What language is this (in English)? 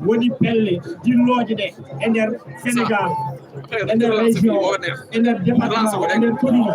Fula